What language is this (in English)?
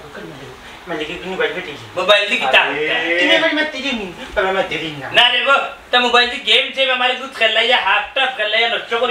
Sylheti